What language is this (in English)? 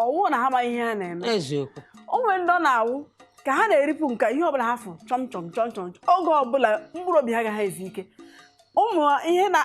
Igbo